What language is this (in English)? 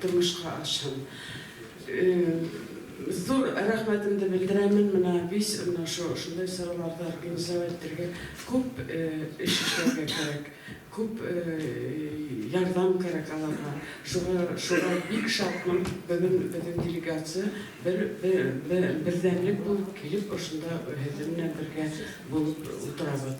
Bashkir